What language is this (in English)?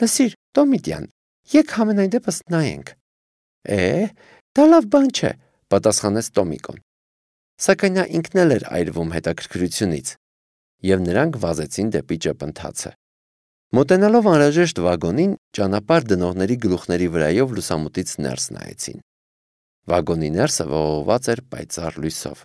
Armenian